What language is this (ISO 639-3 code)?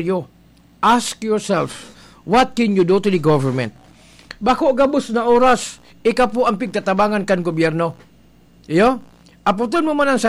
bik